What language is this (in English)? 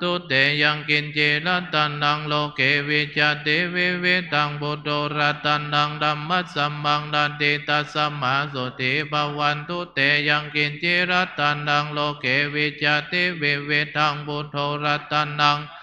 Pali